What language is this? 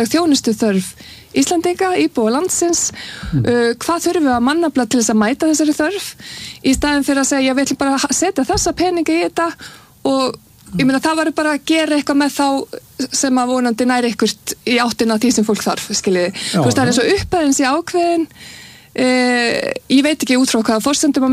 Icelandic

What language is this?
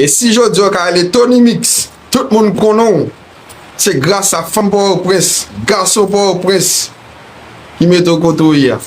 Haitian Creole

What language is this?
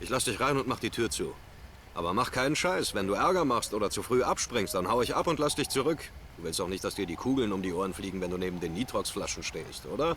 Bavarian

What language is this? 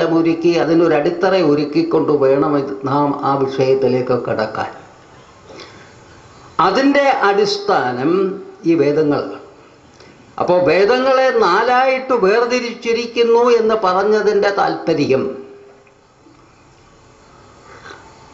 Malayalam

